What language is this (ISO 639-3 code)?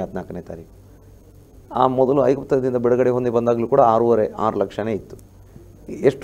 kan